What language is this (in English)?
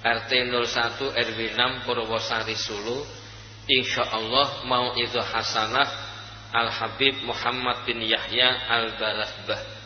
Javanese